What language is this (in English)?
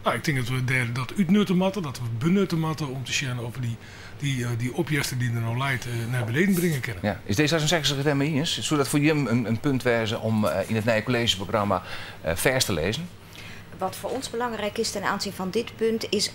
Western Frisian